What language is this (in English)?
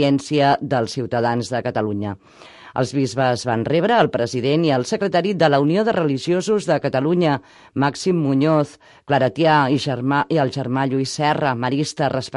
Catalan